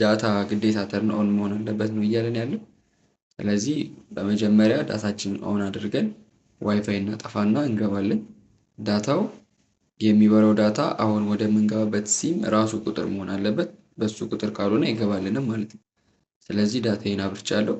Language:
Amharic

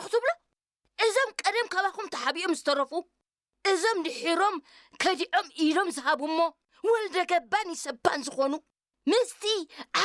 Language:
Tigrinya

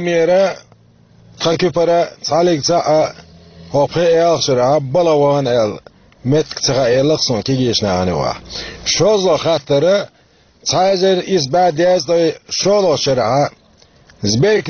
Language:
Chechen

